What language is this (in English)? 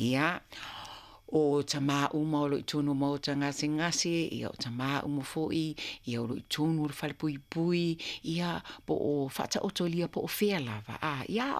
Samoan